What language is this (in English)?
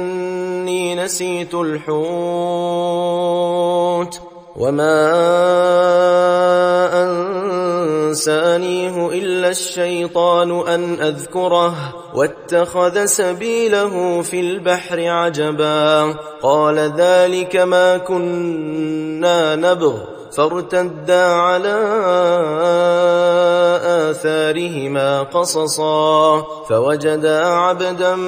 Arabic